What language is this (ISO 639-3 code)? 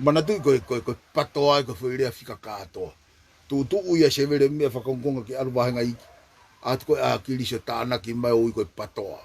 ton